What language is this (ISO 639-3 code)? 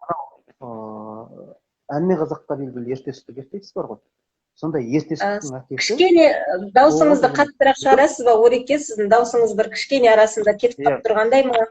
kaz